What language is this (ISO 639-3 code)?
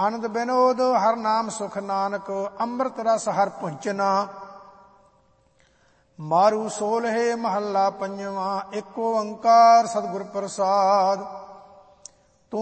pan